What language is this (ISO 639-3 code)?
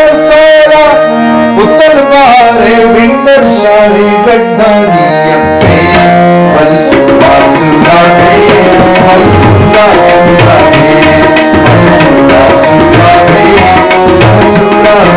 brh